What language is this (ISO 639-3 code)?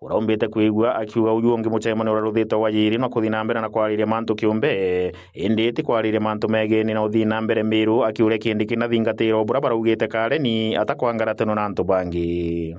mer